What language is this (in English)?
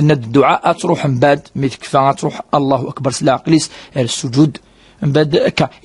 Kabyle